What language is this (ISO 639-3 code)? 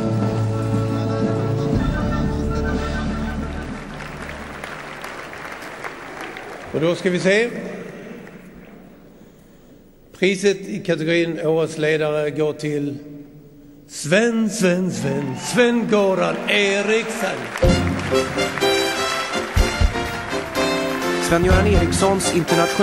swe